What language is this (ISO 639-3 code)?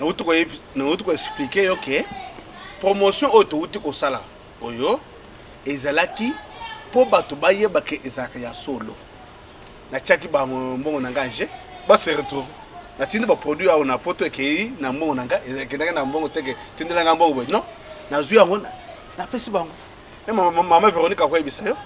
lin